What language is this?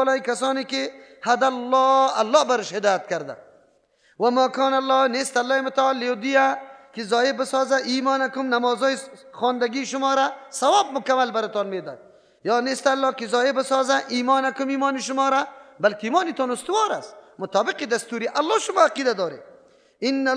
Persian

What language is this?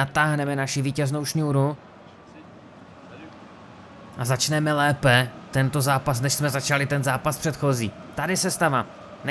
Czech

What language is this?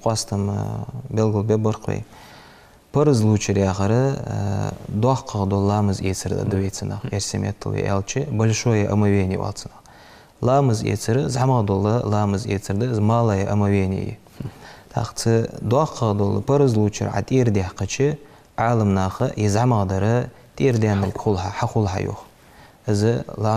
Ingush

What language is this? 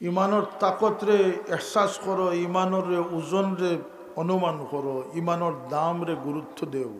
Sylheti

